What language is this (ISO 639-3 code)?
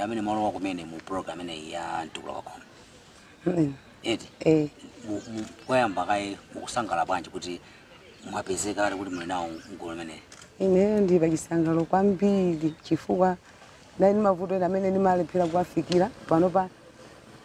nya